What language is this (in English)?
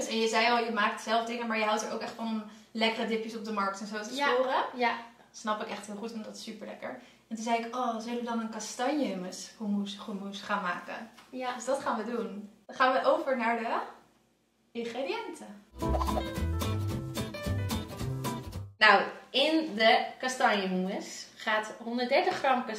Dutch